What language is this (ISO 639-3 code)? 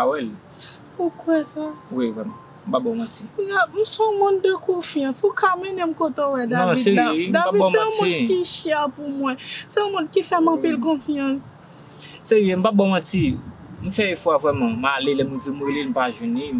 hat